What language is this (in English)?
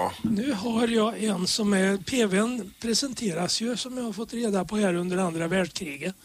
Swedish